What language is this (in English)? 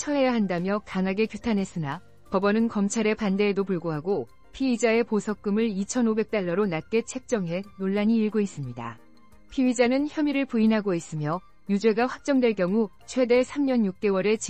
Korean